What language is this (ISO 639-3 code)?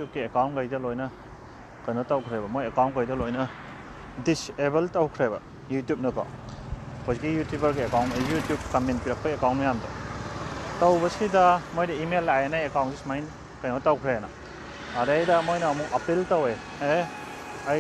mni